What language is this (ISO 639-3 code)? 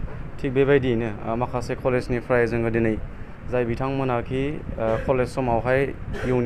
brx